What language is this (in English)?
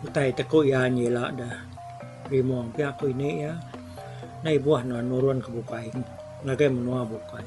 Iban